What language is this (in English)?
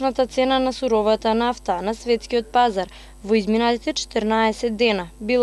Macedonian